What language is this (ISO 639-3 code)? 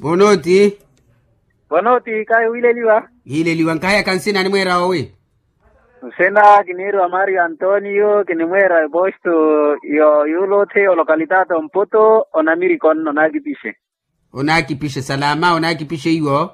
vmw